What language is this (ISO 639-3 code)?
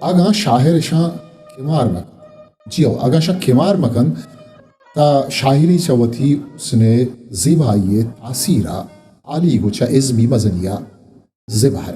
bgp